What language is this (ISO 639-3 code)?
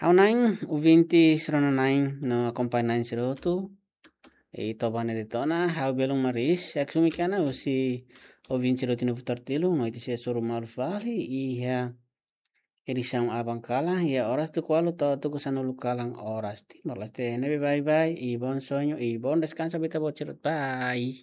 tet